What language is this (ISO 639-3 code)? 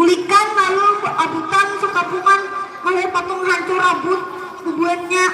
bjn